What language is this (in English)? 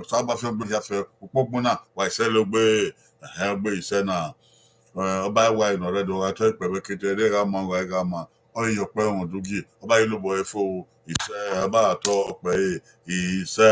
Bini